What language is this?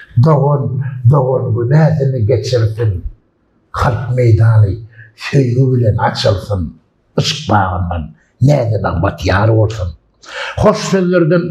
Turkmen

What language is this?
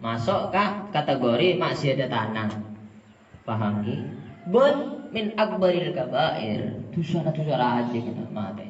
Madurese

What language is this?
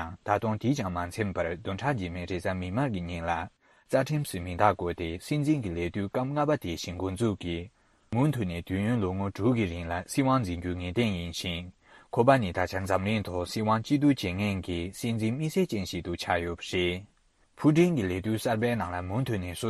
Tibetan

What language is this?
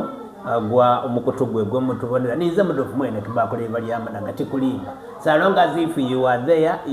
Soga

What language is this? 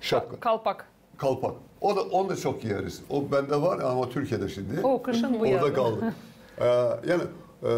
Gagauz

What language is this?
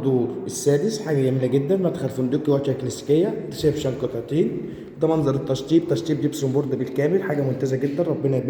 Egyptian Arabic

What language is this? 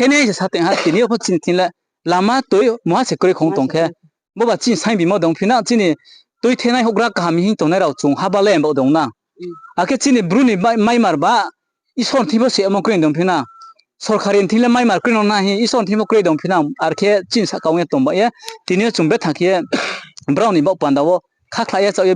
Riang (India)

